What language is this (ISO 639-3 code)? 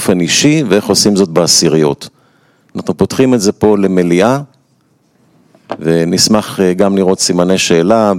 heb